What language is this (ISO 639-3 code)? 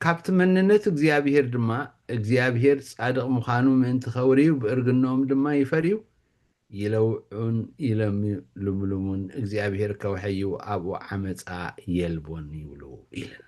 tir